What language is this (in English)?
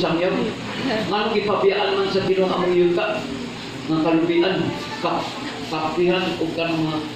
Cebuano